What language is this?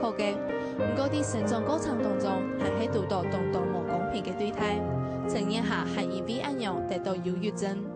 Hakka Chinese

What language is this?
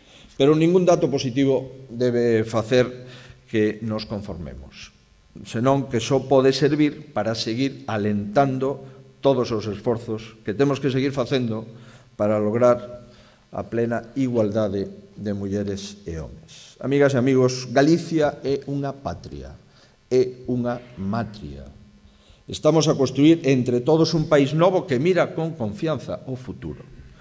Galician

